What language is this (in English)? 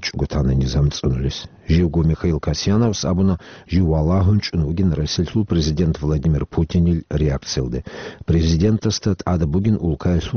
Avaric